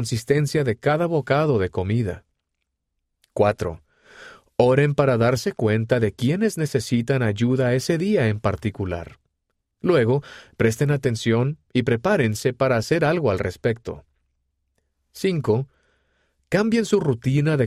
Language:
Spanish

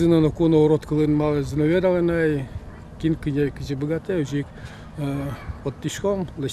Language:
Udmurt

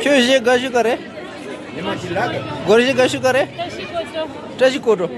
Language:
Tibetan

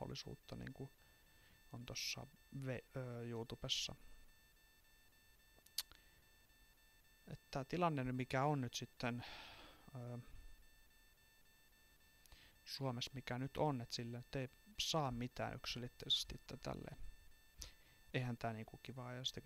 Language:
Finnish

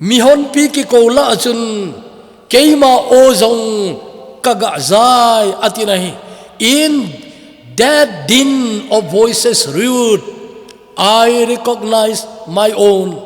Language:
Thado Chin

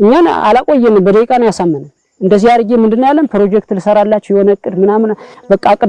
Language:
Amharic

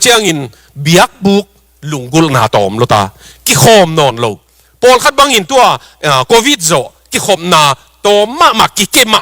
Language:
Tedim Chin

